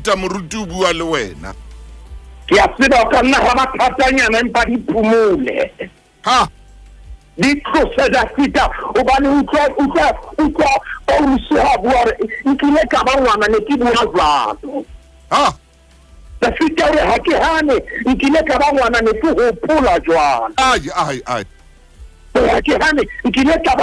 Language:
Southern Sotho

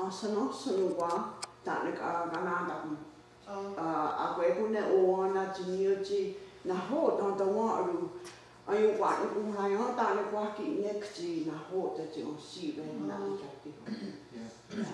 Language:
Mohawk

